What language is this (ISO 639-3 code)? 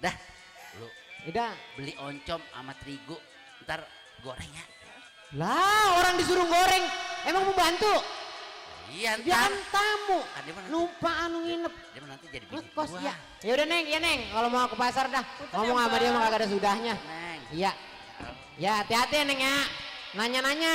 bew